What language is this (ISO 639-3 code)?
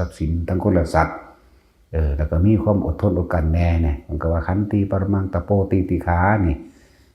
tts